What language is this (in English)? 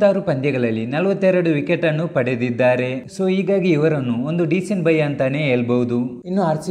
Kannada